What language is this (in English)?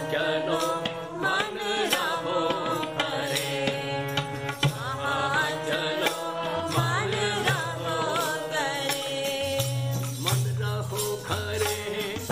Punjabi